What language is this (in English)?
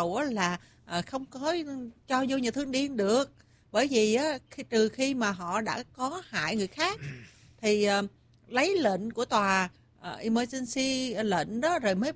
Vietnamese